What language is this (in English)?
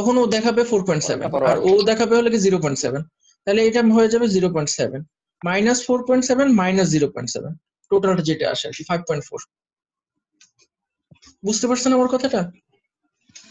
Bangla